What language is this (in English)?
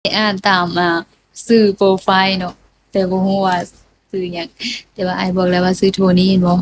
Lao